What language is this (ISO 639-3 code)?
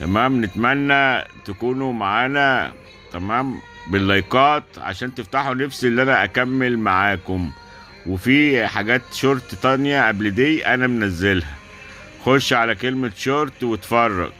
arz